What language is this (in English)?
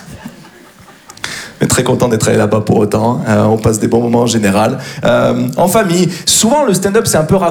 French